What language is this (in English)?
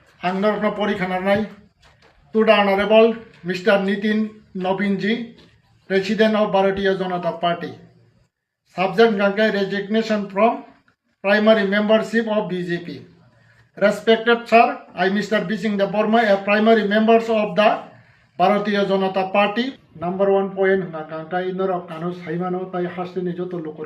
Kok Borok